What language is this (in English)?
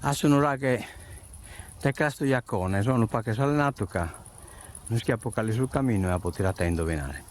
Sardinian